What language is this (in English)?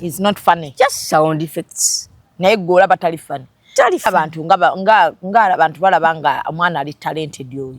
Ganda